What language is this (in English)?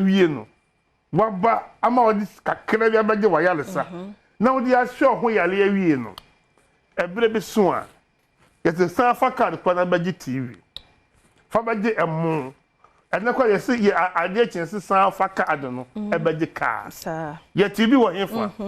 Akan